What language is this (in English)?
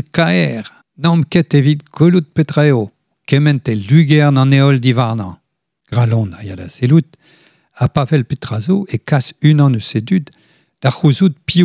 Breton